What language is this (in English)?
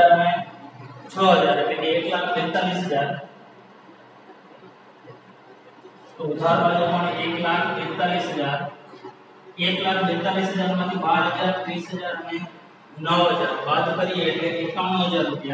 Gujarati